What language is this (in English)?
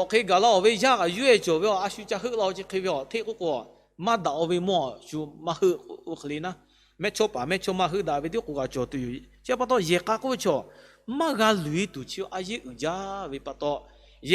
Lahu